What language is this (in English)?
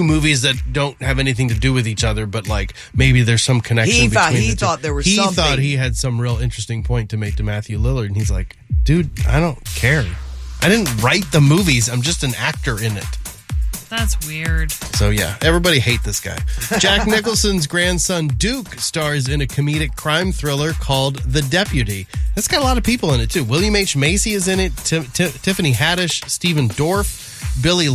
English